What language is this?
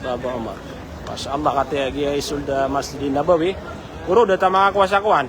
Maranao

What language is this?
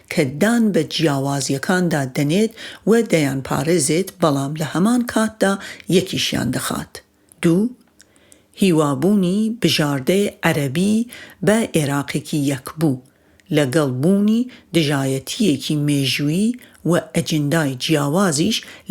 Central Kurdish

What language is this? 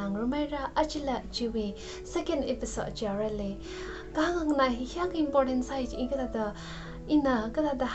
Tangkhul Naga (India)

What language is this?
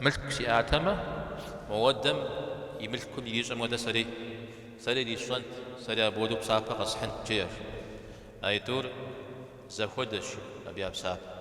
Kabardian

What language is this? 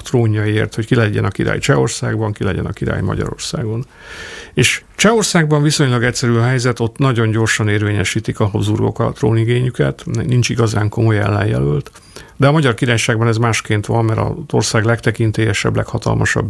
Hungarian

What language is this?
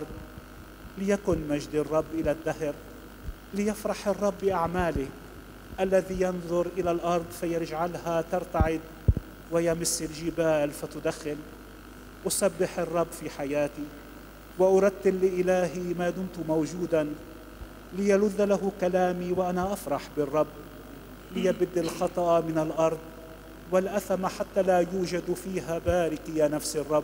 Arabic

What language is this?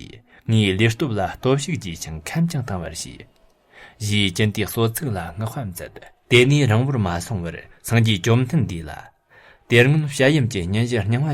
Tibetan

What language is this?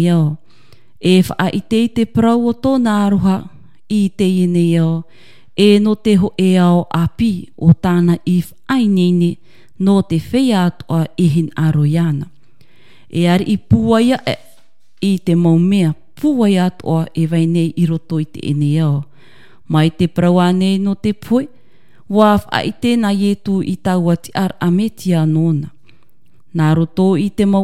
Tahitian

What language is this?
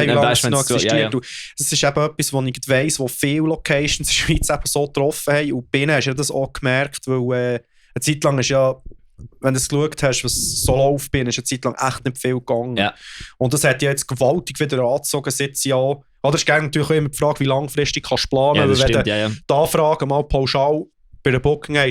Swiss German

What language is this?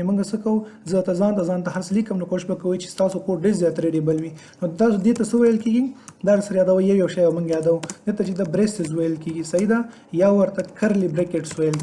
Pashto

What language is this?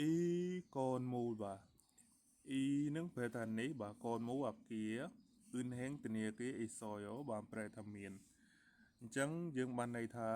Khmer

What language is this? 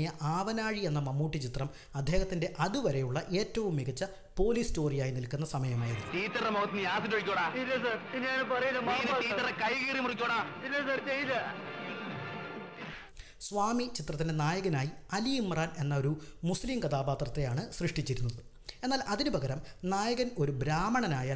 Malayalam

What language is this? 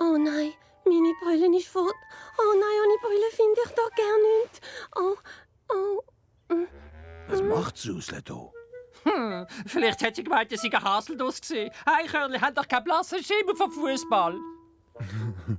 Swiss German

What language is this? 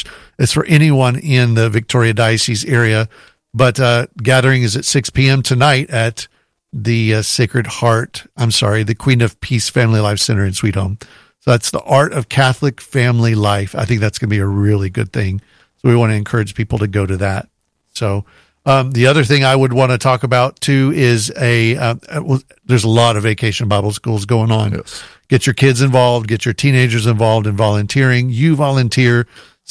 English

